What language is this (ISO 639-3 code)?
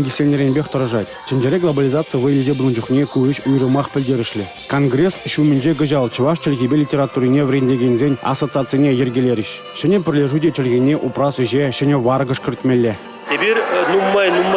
chv